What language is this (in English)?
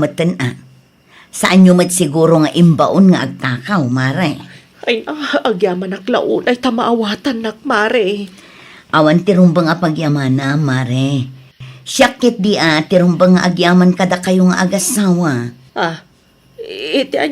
Iloko